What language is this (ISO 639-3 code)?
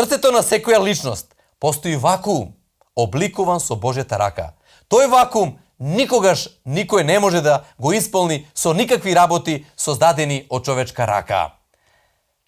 mkd